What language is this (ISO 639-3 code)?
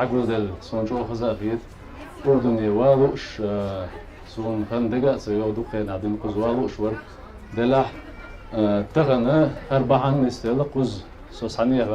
che